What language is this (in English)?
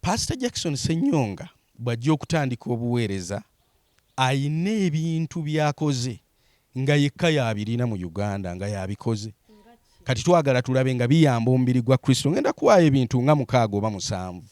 Ganda